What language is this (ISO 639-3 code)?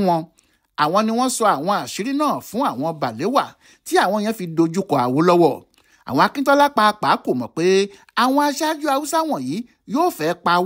yor